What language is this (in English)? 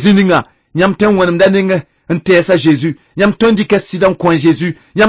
Mossi